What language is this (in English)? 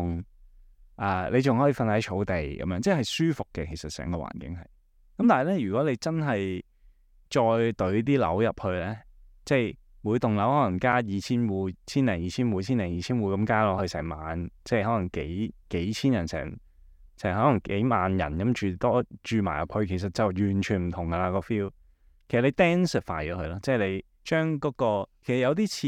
Cantonese